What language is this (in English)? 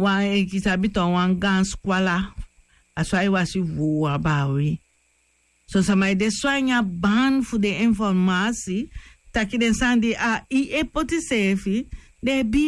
Sranan Tongo